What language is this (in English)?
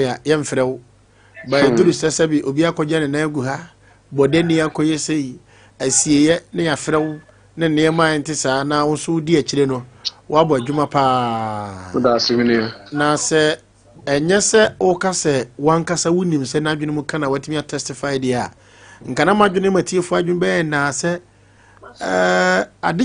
Akan